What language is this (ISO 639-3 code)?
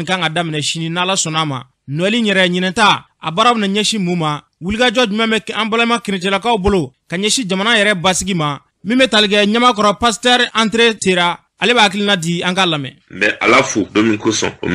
bam